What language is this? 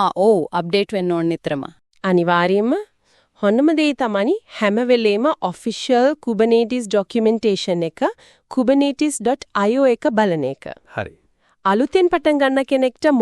Sinhala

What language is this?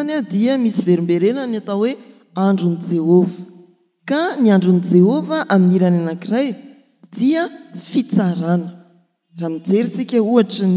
Malagasy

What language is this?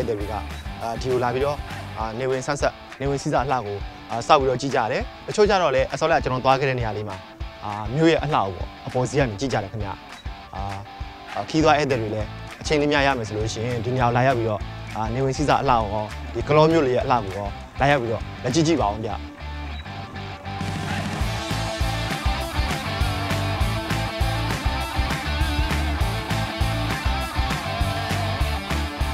Burmese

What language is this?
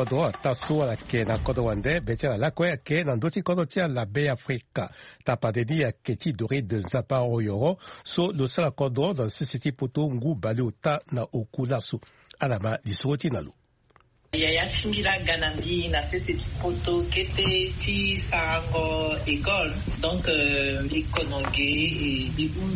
Sango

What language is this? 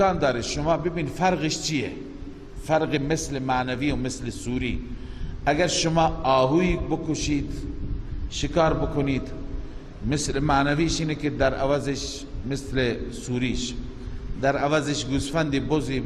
Persian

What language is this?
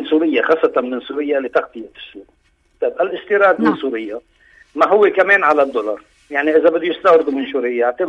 North Levantine Arabic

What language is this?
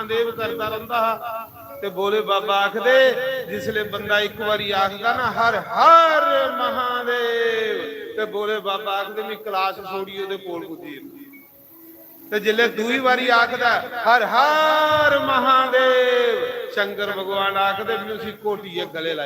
Dogri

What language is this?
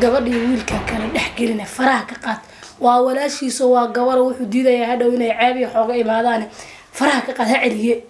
Somali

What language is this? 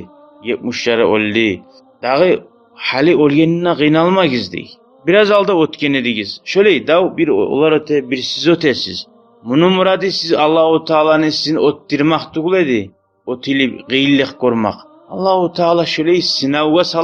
Kumyk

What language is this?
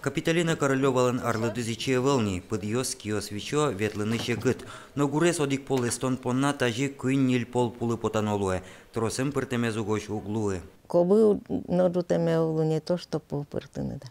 Udmurt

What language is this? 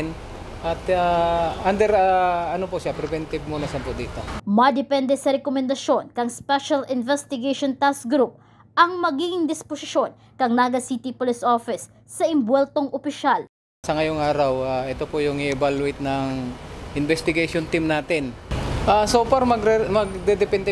Bikol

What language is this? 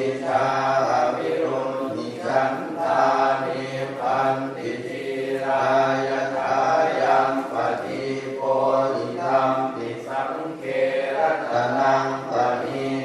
Pali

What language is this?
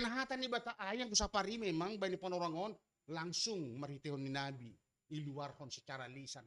Batak Simalungun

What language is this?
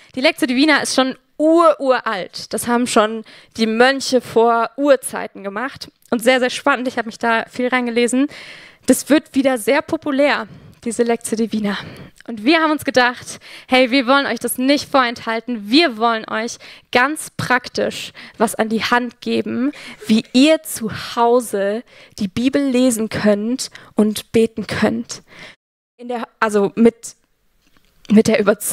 Swiss German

